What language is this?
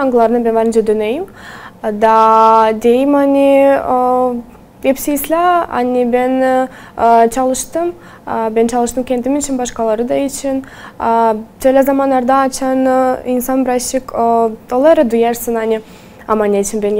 Gagauz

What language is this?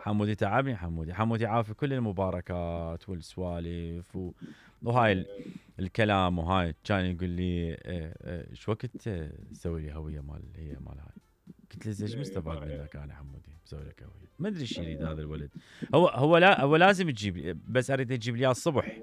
Mesopotamian Arabic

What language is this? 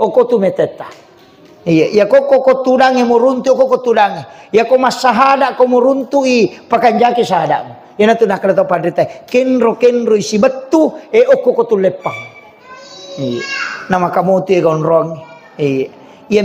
Buginese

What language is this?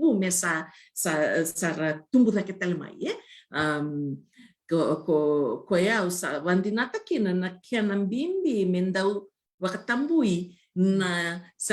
Fijian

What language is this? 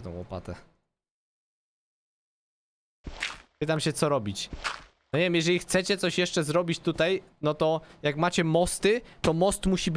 Polish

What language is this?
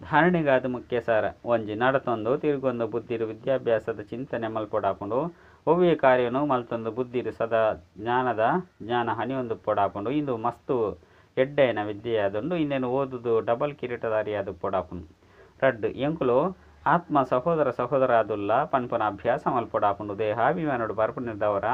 Tulu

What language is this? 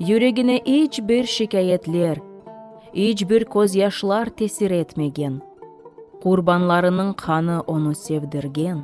Crimean Tatar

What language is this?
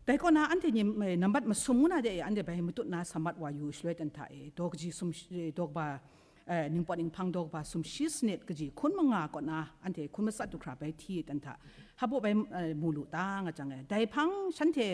Kachin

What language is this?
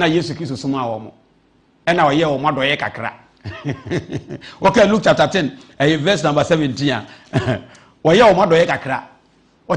Akan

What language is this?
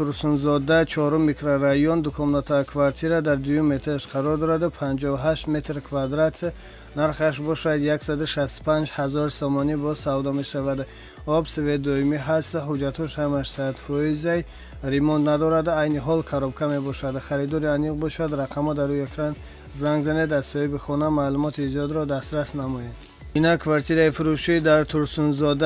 Tajik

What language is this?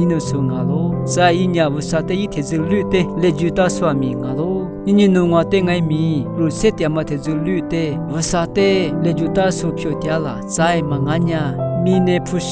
Lisu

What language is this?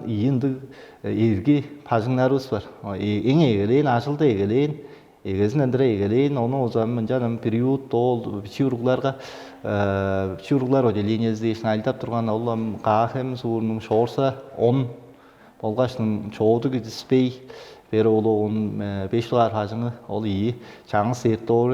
Tuvinian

